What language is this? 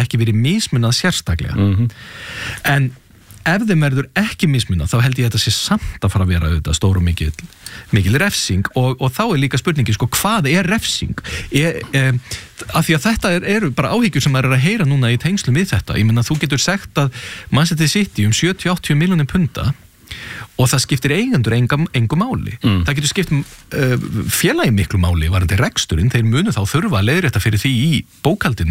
Icelandic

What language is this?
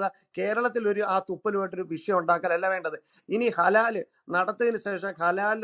Malayalam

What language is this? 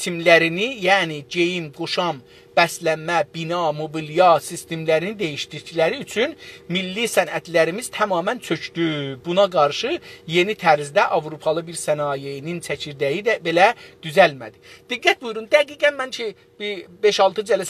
South Azerbaijani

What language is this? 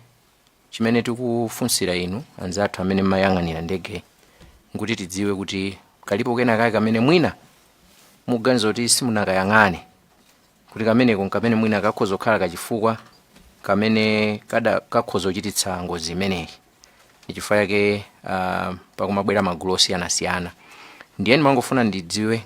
Nyanja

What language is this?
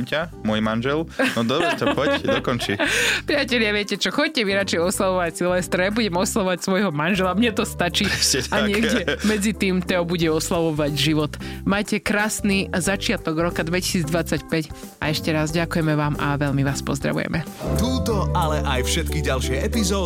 Slovak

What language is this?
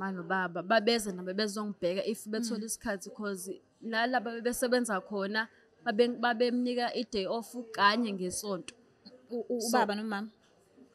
Zulu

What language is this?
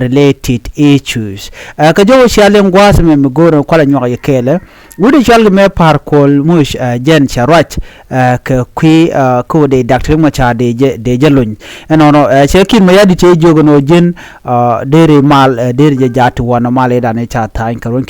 Nuer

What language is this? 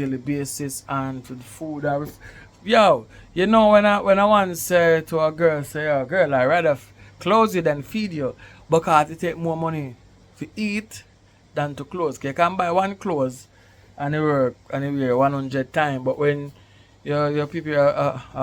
Jamaican Creole English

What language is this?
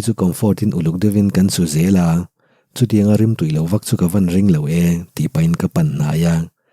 Mizo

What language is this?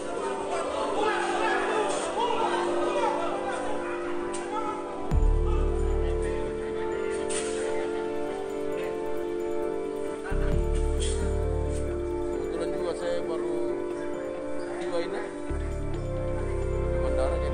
Indonesian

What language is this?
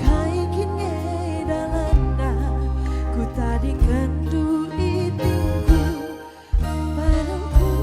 Batak Karo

